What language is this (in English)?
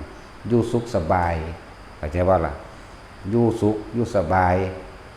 Northeastern Thai